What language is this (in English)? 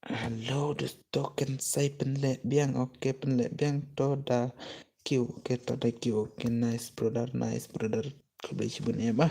Khasi